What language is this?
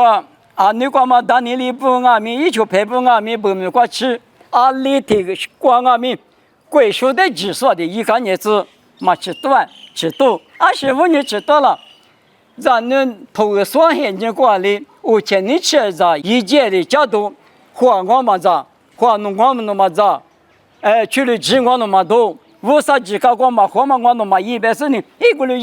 Lisu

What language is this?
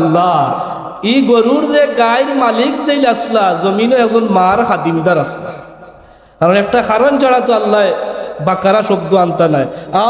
Sylheti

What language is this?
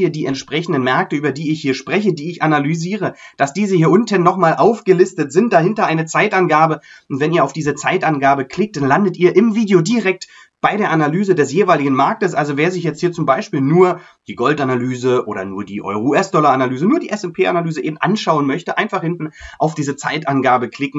German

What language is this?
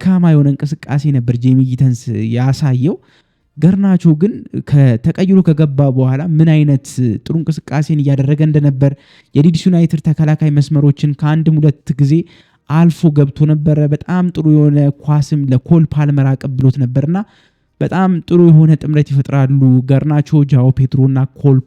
Amharic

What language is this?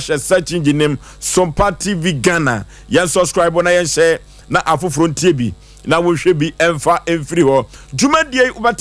Akan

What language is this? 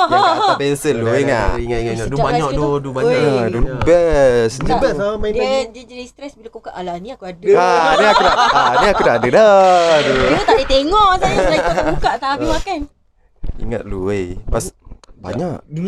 Malay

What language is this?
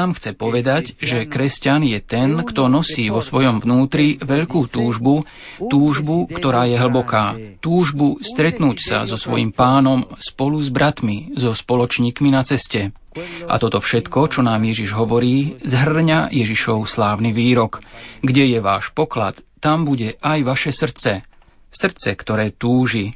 Slovak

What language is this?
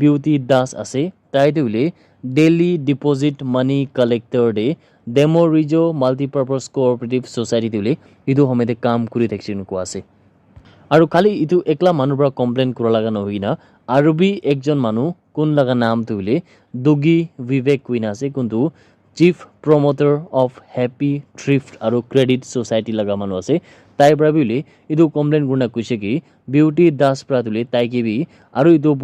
Naga Pidgin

